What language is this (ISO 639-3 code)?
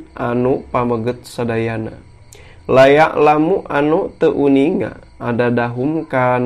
sun